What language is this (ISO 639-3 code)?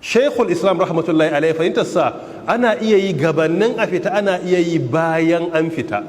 hau